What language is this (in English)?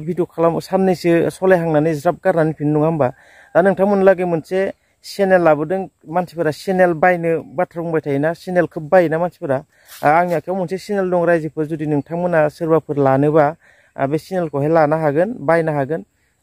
Bodo